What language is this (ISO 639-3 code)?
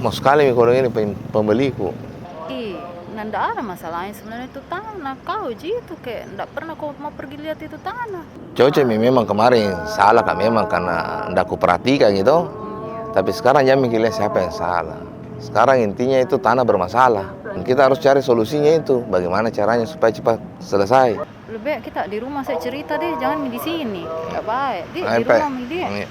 mfp